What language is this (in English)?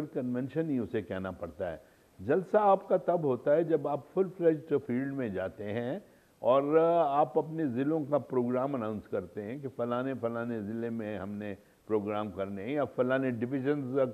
Urdu